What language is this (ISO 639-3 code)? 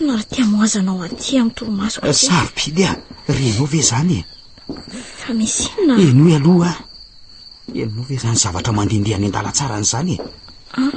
mlg